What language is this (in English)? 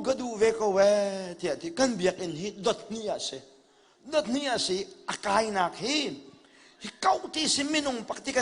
Hakha Chin